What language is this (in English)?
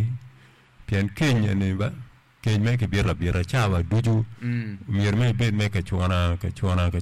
Acoli